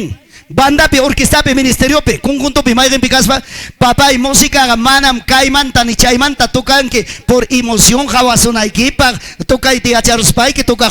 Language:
Ayacucho Quechua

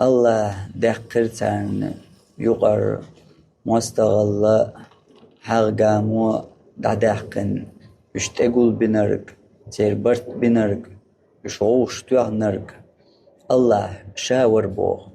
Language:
Chechen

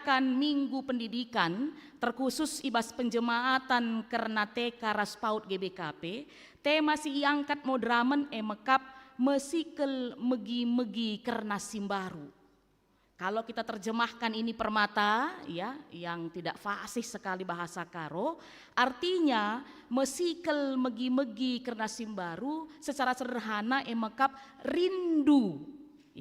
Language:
Batak Karo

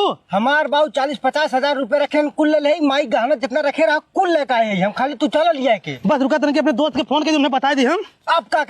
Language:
Awadhi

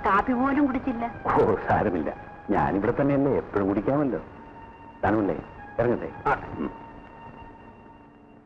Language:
Malayalam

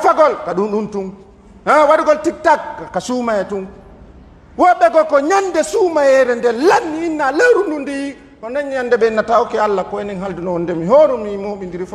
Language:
Pular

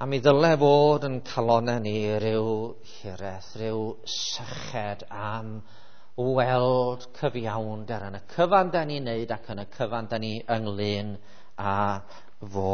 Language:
Welsh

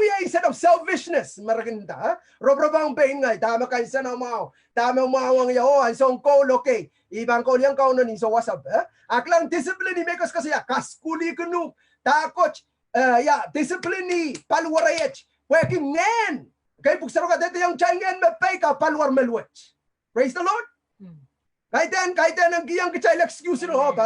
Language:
Pohnpeian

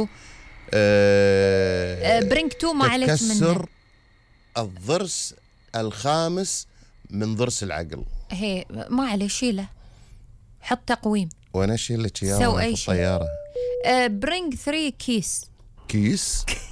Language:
Gulf Arabic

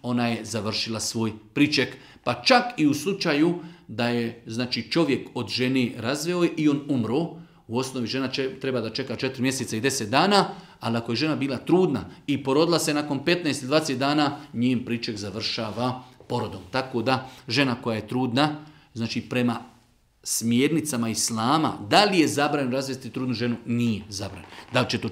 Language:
Bosnian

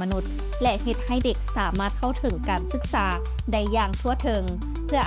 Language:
Lao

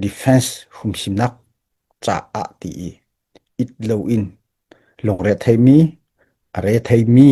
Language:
Hakha Chin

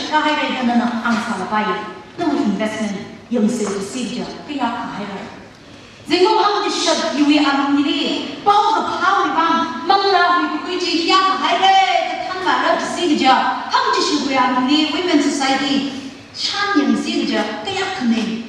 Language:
Tangkhul Naga (India)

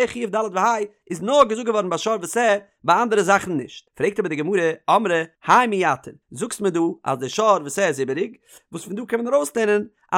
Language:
Yiddish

